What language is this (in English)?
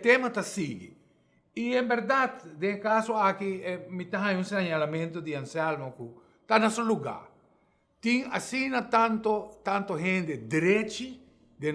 Papiamento